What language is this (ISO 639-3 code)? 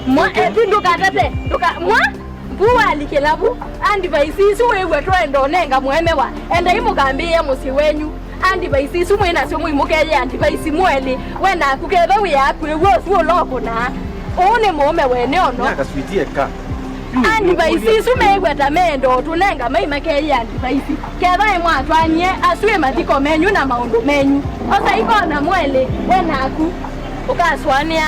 kam